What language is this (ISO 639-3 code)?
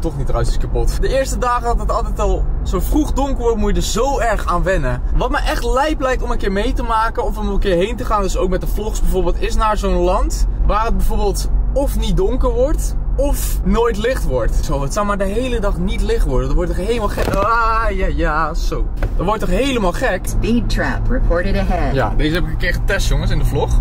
nld